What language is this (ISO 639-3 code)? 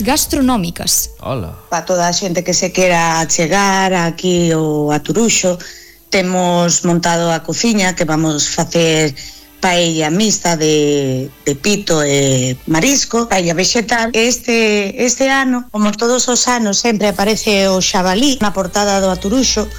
glg